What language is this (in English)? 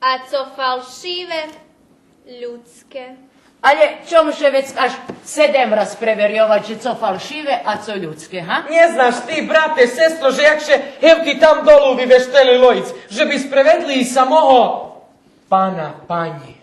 Rusyn